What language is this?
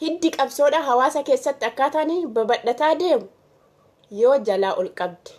Oromo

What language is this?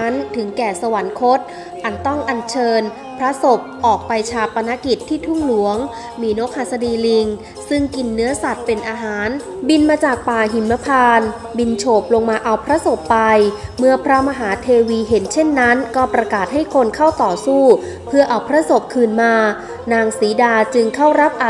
Thai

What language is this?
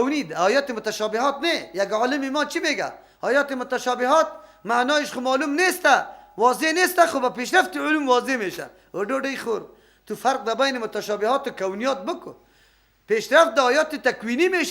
Persian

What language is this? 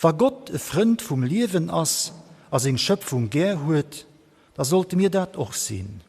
Luxembourgish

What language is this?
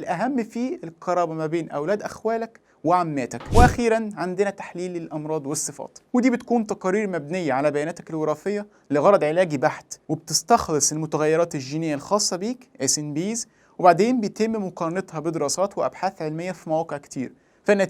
Egyptian Arabic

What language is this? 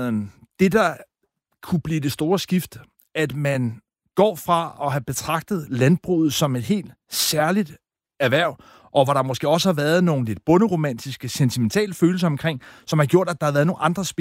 Danish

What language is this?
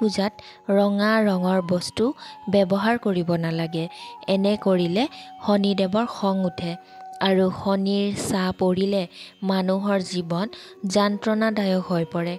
Assamese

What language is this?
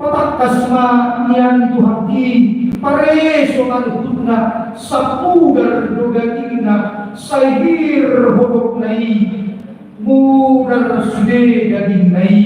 Batak Toba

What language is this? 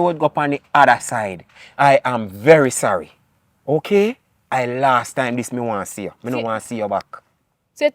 Jamaican Creole English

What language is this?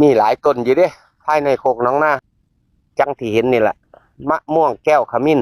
Northeastern Thai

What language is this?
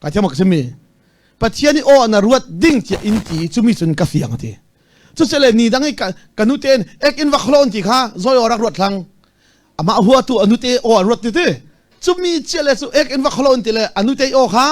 Hakha Chin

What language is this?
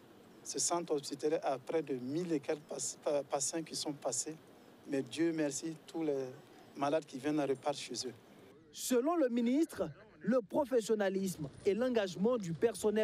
French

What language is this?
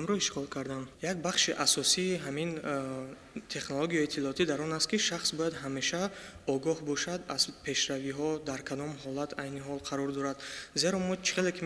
Tajik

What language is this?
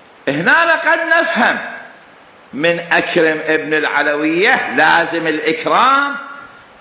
Mesopotamian Arabic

